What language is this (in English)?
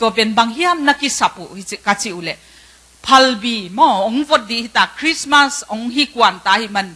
Tedim Chin